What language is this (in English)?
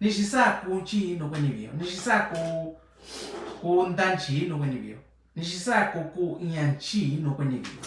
Mixtepec Mixtec